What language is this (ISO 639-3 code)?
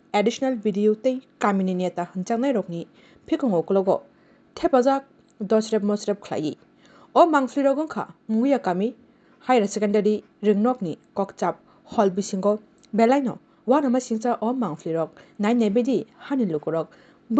trp